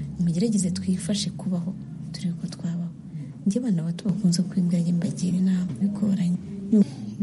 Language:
Kinyarwanda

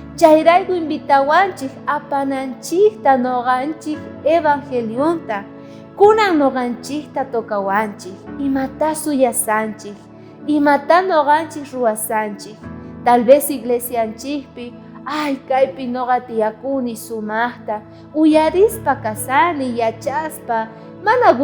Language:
South Bolivian Quechua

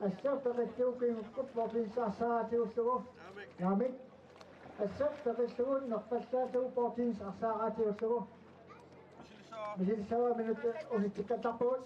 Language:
Kalaallisut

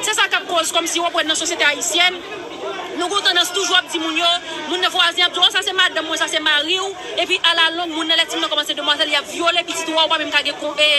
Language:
Haitian Creole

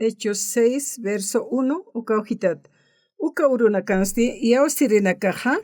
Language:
Aymara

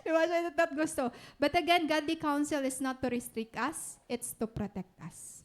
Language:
Waray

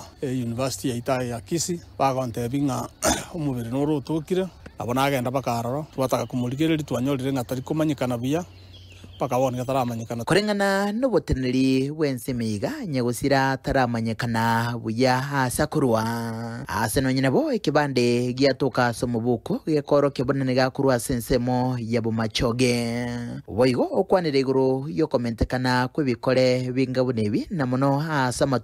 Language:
Gusii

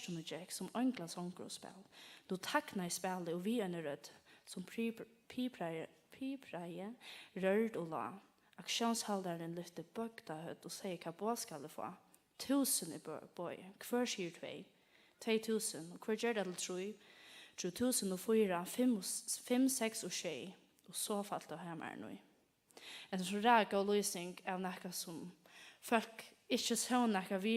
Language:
Faroese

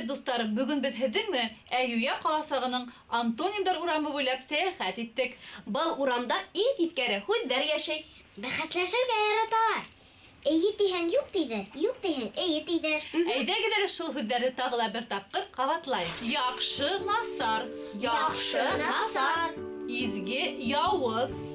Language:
Bashkir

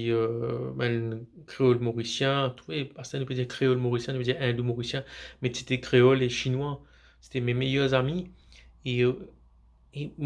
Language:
Morisyen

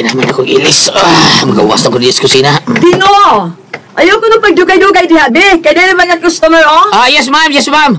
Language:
Cebuano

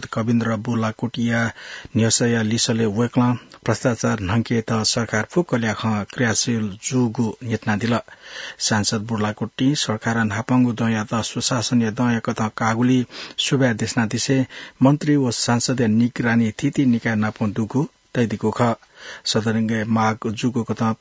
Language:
Newari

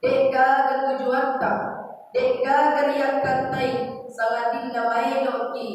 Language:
Buginese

